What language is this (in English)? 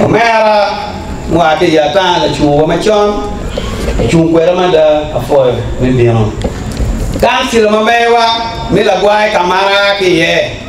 Acoli